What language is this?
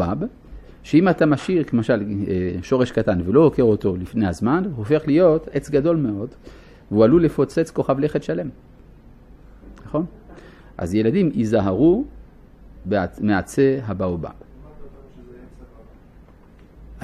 Hebrew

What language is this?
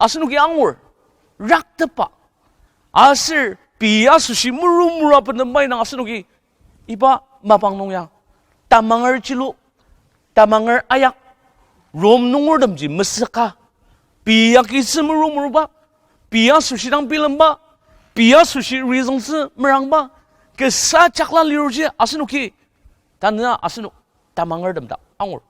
Ao Naga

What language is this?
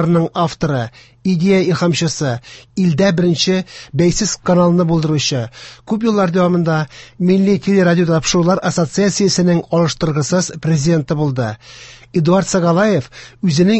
Tatar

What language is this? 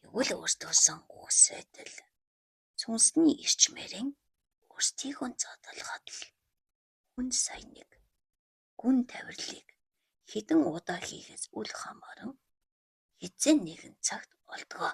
Mongolian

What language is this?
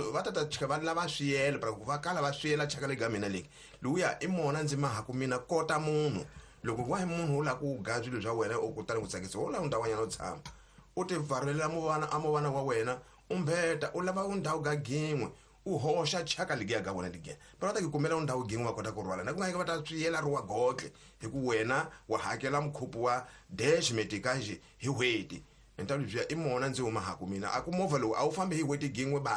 Tsonga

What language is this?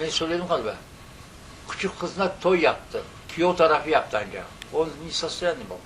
Crimean Tatar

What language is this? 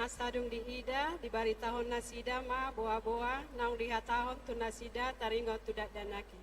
Batak Toba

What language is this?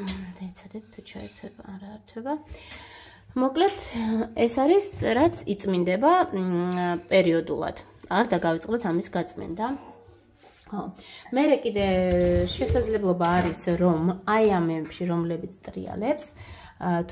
Georgian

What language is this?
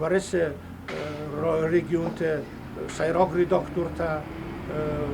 Ossetic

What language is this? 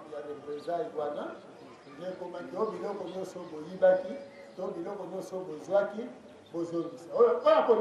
Lingala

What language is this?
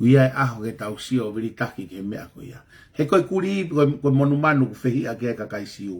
Tongan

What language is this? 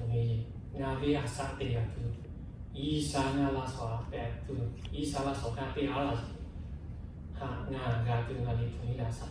Lahu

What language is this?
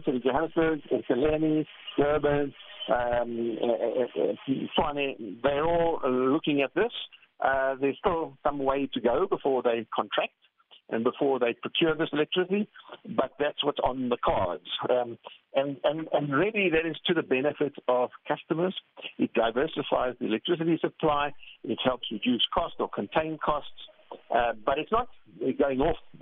English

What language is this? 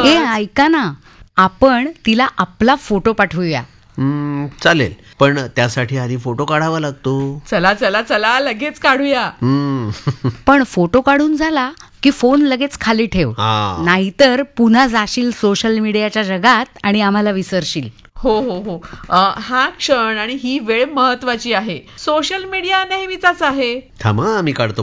Marathi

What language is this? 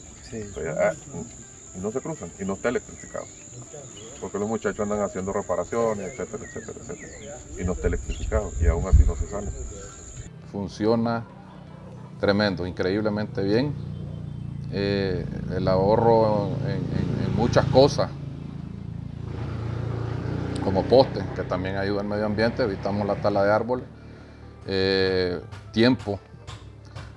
Spanish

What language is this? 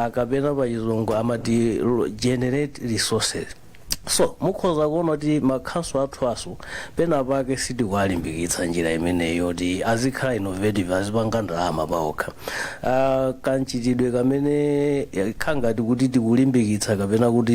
Nyanja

